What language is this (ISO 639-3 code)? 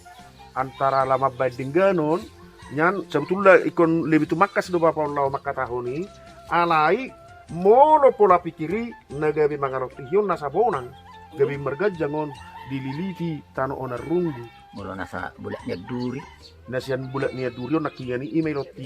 bbc